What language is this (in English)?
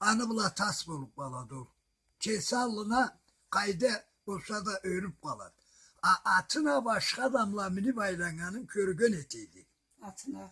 Karachay-Balkar